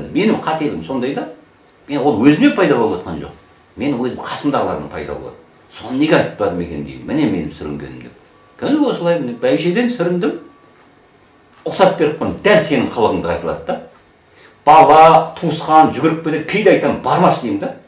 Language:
Kazakh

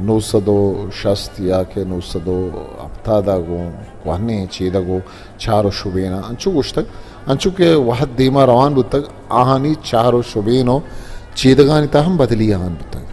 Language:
Eastern Balochi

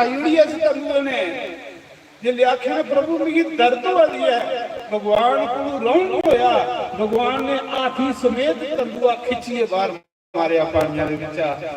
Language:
Dogri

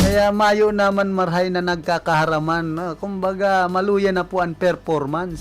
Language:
Bikol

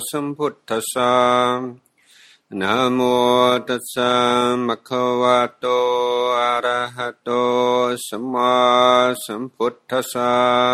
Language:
Thai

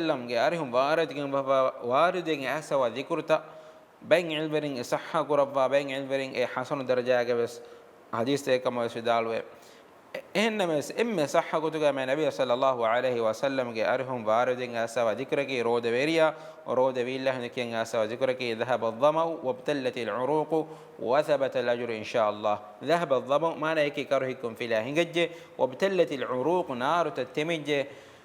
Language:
Divehi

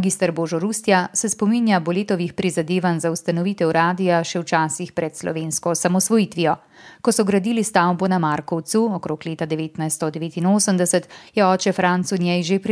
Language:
Slovenian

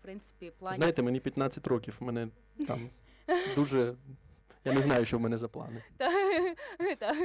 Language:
Ukrainian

